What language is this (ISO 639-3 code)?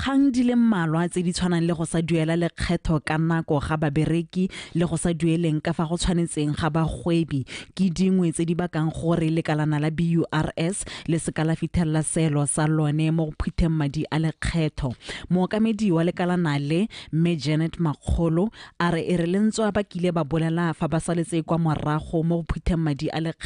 tsn